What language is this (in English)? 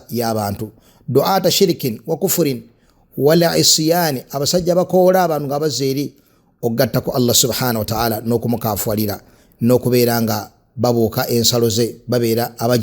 Ganda